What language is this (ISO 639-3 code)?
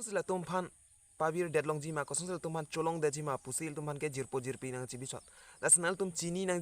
mjw